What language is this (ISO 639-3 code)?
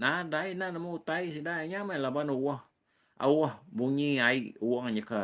iba